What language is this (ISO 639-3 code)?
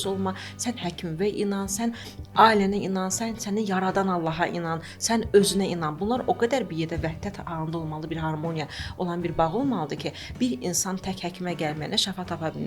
aze